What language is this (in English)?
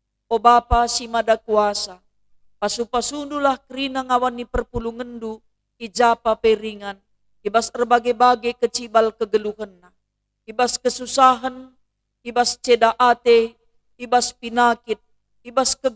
Batak Karo